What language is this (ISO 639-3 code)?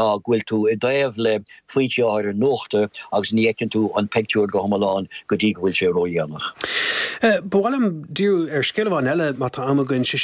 gle